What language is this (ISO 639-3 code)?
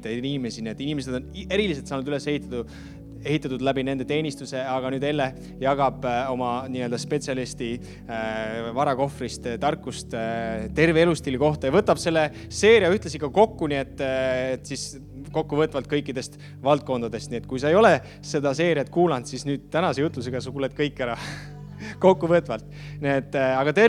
est